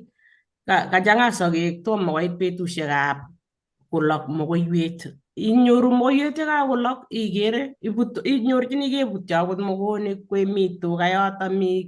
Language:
Kalenjin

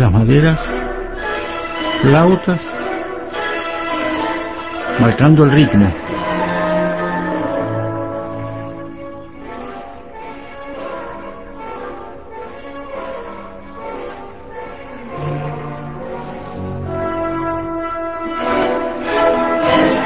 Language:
Spanish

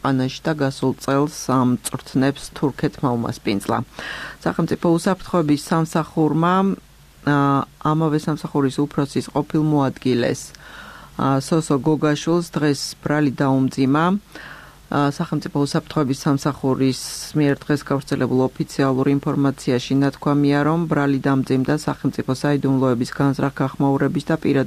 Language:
Georgian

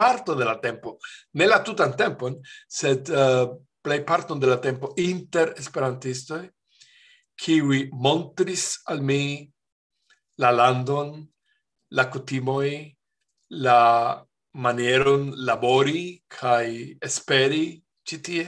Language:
Esperanto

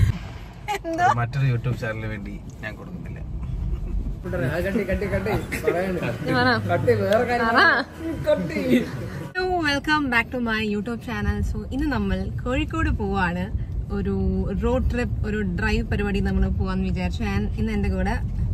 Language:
Malayalam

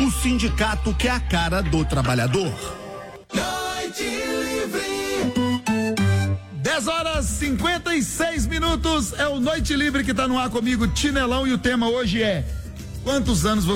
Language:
Portuguese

